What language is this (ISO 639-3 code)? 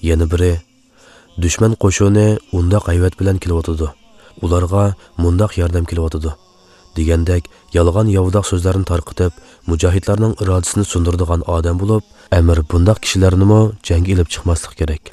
uig